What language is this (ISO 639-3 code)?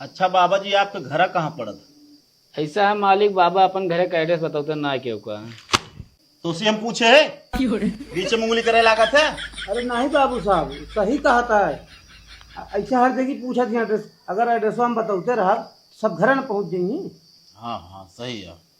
awa